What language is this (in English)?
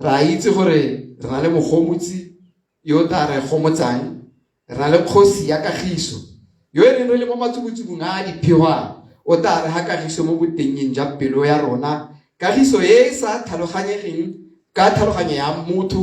Tswana